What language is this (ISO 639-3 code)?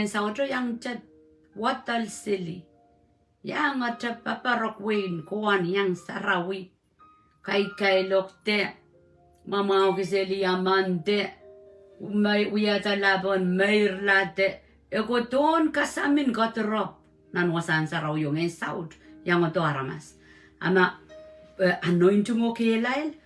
pon